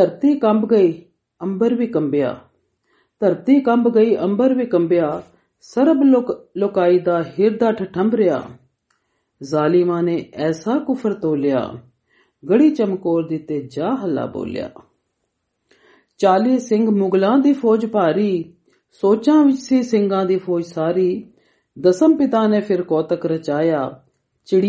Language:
Punjabi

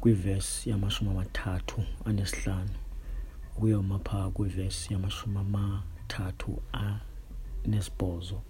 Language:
Xhosa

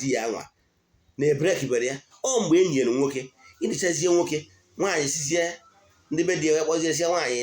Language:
Igbo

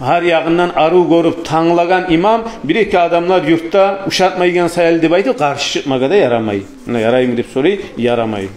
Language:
Kumyk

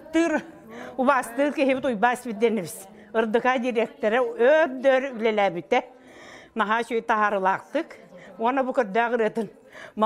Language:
Yakut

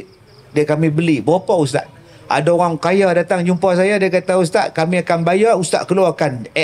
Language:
Malay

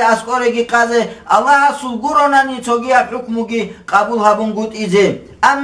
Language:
Avaric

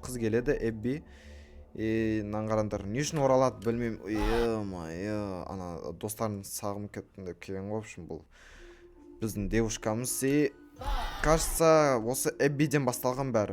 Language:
Kazakh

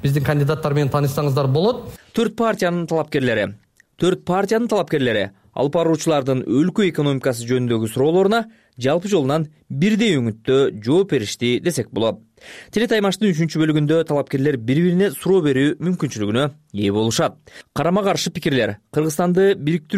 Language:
Kyrgyz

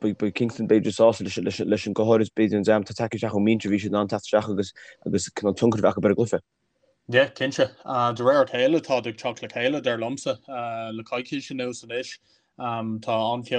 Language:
Irish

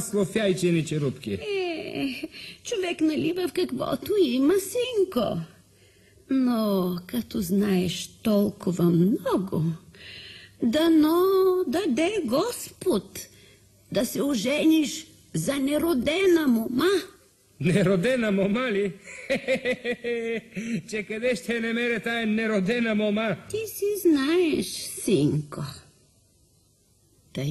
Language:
Bulgarian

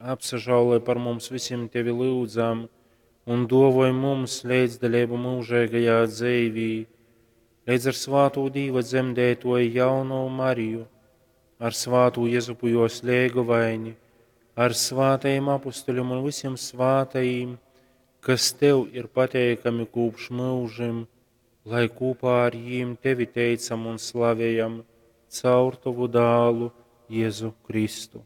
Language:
Latgalian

